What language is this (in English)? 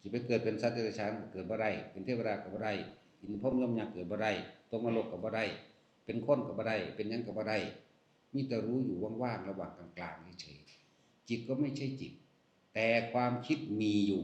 Northeastern Thai